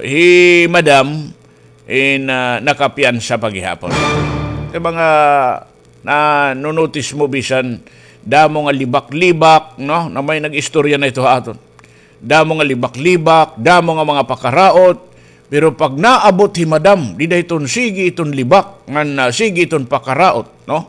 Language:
Waray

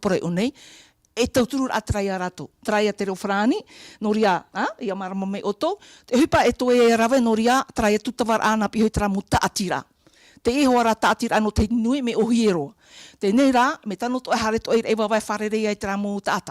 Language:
Tahitian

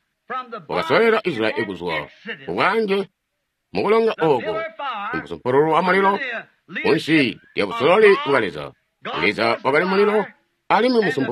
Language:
Tonga (Zambia)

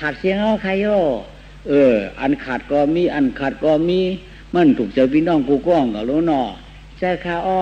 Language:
Shan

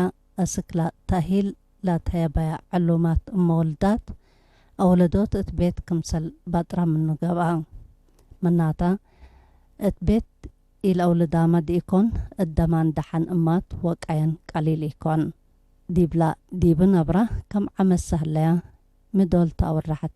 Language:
Tigre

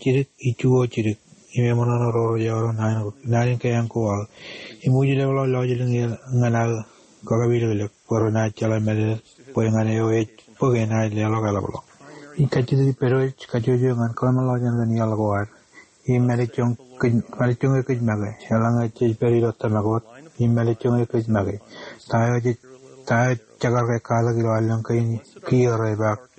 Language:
Marshallese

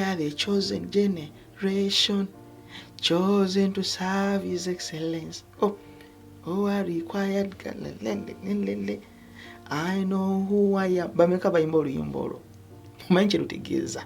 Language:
Ganda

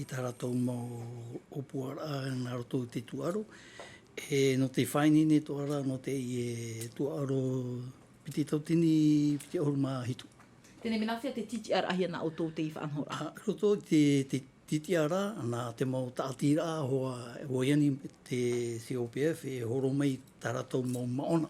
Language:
Tahitian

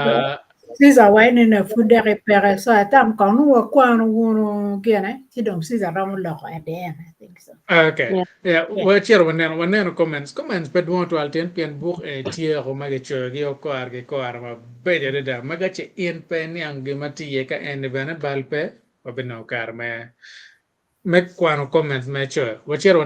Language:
Acoli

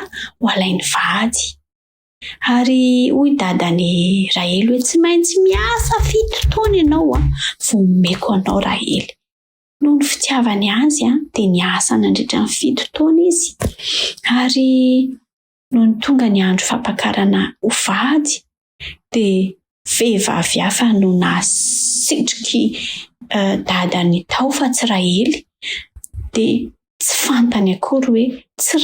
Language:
Malagasy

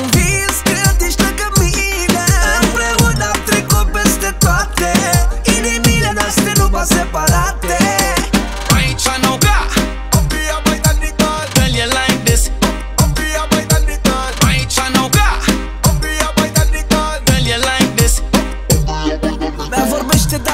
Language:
Romanian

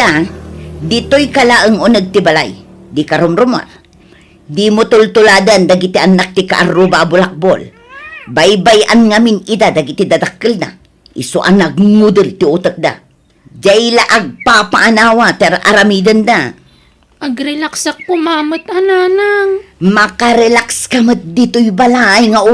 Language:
Iloko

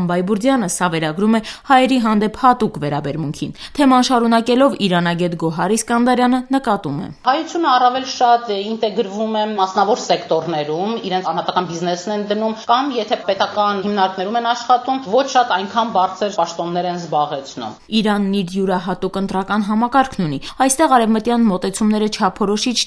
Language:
Armenian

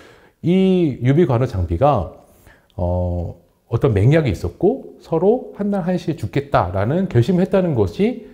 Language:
Korean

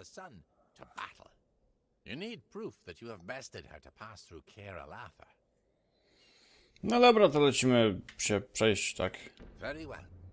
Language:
Polish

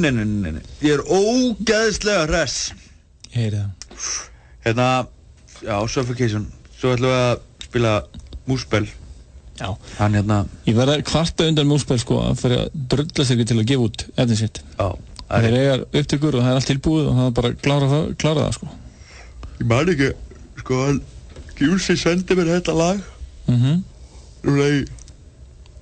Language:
Icelandic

